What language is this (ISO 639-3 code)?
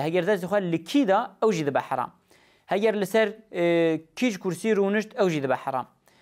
kur